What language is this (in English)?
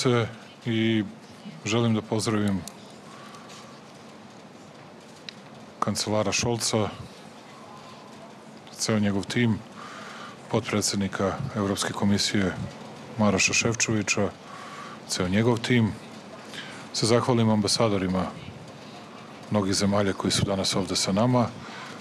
Serbian